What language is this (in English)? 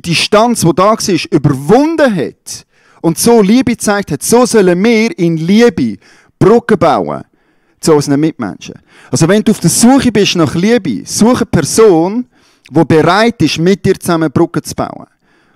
Swiss German